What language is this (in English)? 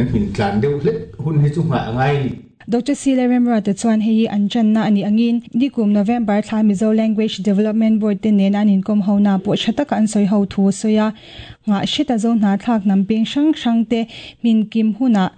Mizo